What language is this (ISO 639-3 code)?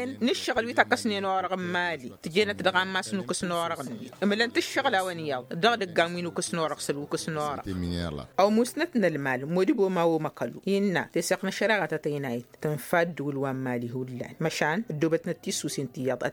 taq